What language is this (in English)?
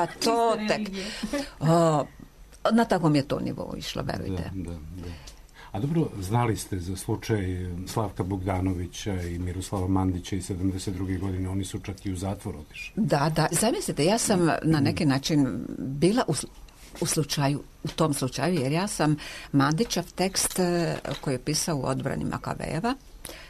Serbian